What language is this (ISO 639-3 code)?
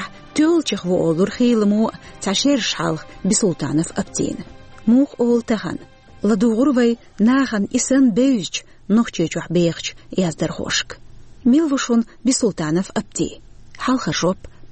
che